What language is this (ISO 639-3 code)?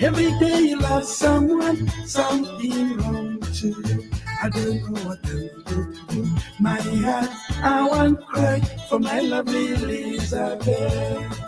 mas